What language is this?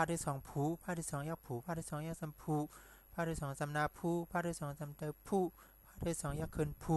Shan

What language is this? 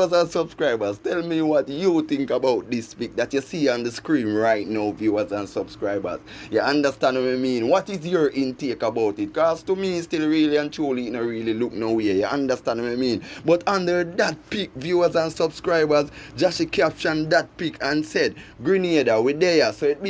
Jamaican Creole English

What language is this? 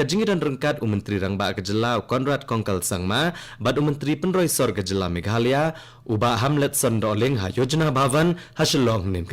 Khasi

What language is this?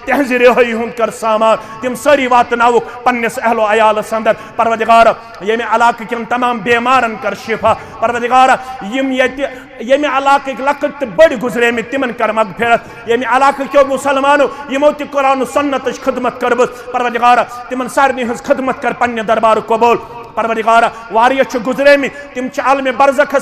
Kashmiri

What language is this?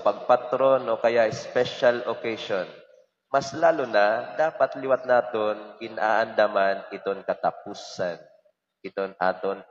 Waray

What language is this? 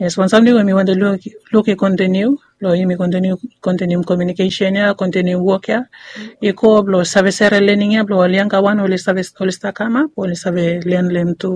Bislama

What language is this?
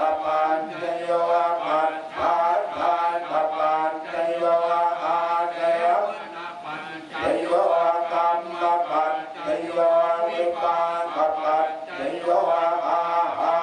Pali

